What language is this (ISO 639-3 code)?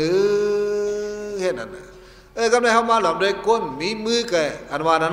shn